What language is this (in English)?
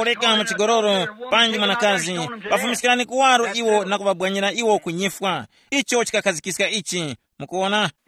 Tumbuka